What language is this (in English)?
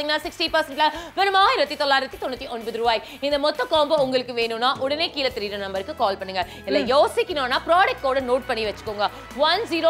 Tamil